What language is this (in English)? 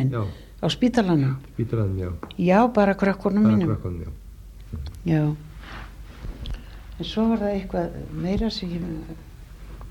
Icelandic